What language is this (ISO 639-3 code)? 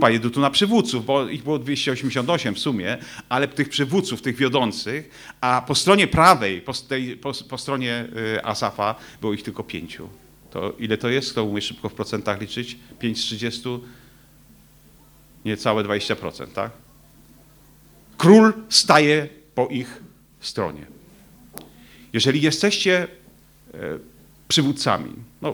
pol